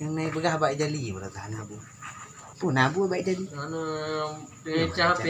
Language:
Achinese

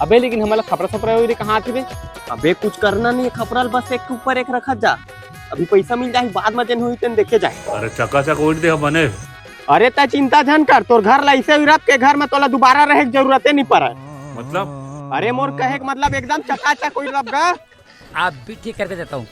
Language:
Chhattisgarhi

